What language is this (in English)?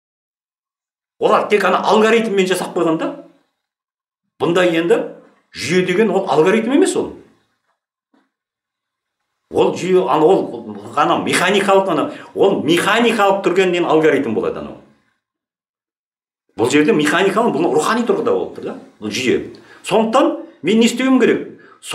Kazakh